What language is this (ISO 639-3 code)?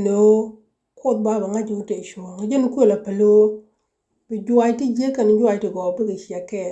nus